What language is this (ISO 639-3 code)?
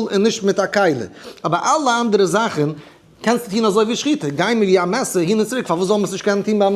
yid